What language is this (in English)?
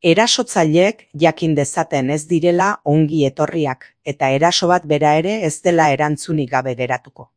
Basque